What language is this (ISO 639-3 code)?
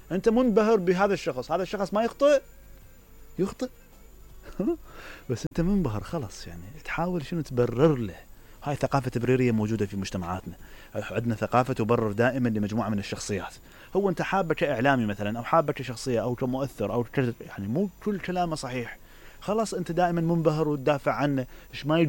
acm